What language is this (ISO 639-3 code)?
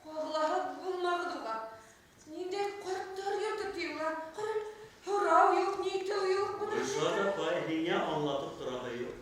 bak